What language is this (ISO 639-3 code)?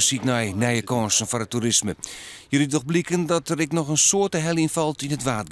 fry